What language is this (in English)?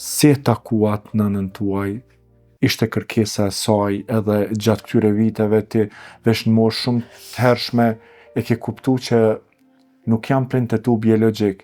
Albanian